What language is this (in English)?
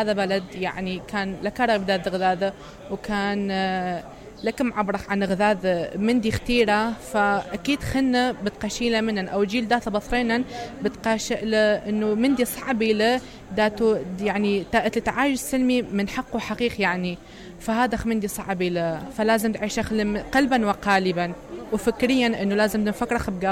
Mesopotamian Arabic